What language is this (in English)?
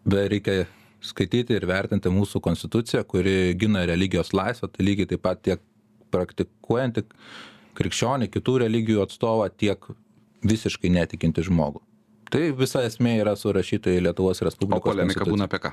Lithuanian